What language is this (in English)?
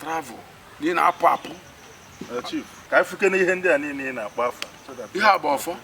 Igbo